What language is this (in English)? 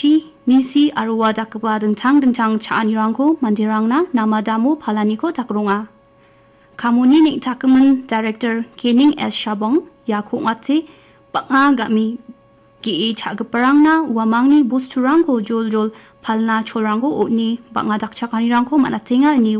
Garo